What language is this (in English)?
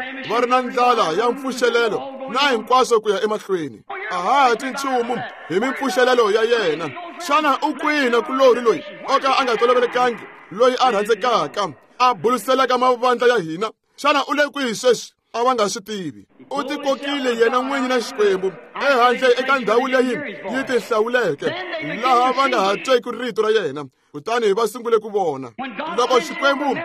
Tsonga